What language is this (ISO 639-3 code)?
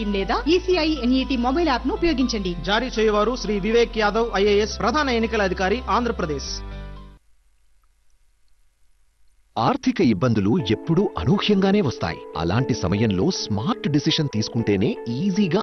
tel